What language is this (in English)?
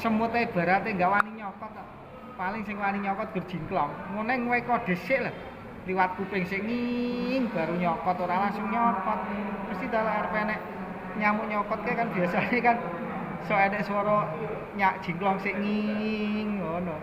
Javanese